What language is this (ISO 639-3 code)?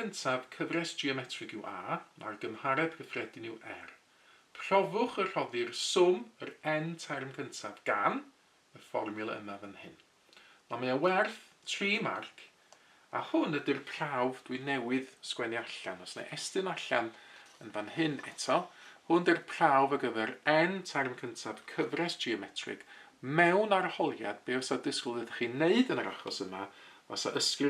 cym